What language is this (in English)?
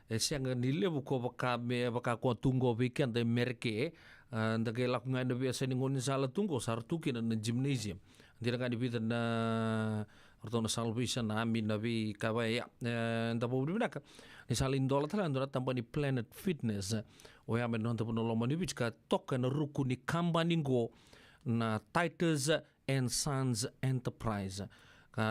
Fijian